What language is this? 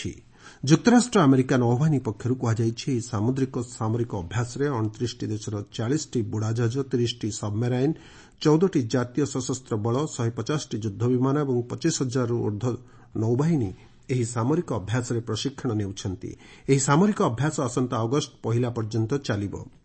Odia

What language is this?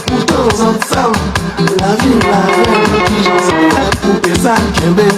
Haitian Creole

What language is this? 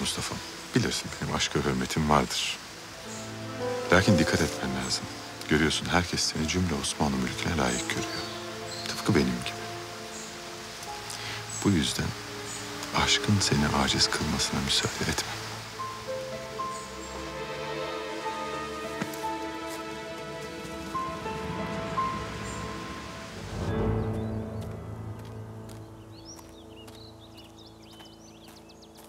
Turkish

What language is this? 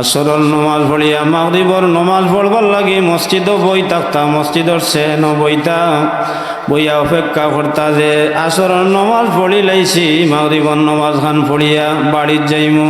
Sylheti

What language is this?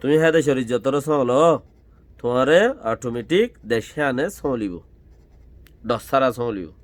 Rohingya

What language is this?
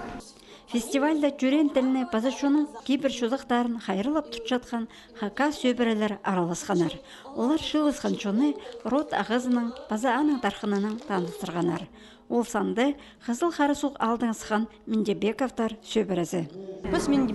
Khakas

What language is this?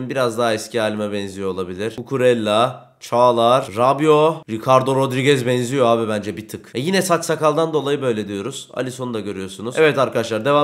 Turkish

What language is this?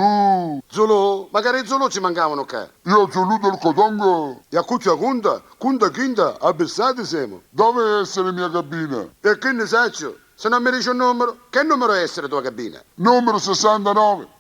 Sicilian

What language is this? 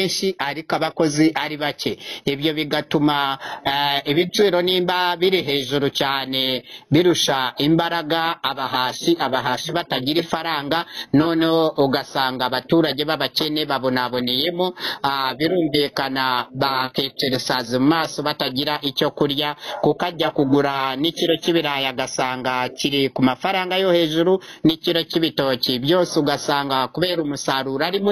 Kinyarwanda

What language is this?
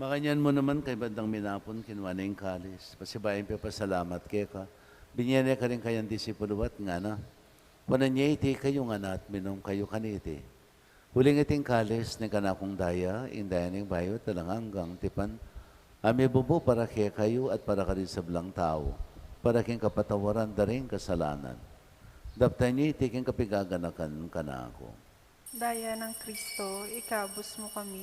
Pampanga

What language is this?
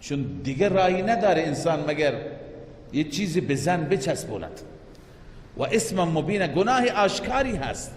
Persian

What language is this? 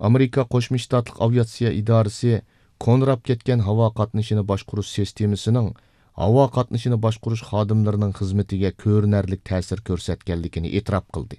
Uyghur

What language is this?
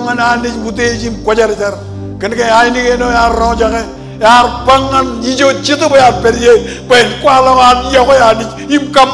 Marshallese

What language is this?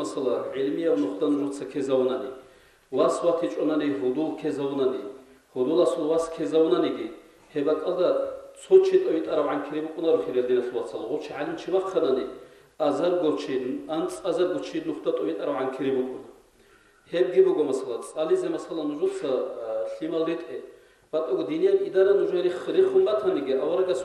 Avaric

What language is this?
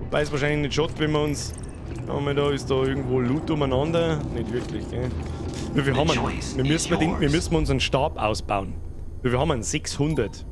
Bavarian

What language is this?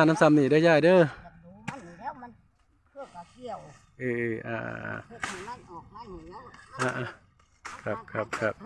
Northeastern Thai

